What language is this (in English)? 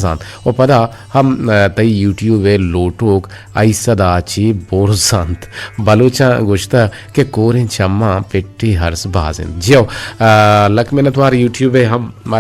Eastern Balochi